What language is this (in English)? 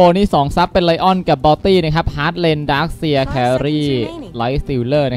Thai